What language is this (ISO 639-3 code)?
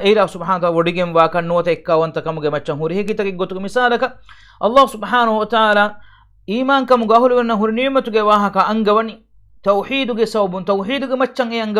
div